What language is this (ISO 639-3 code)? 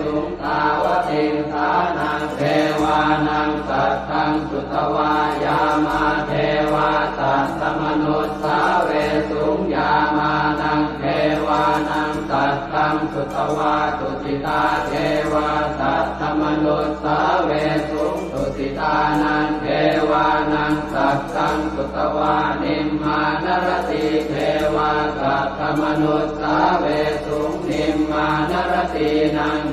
pli